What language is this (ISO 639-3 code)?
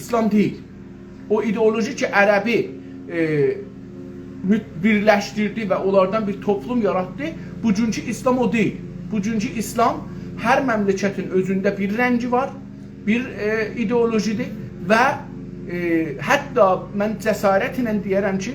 azb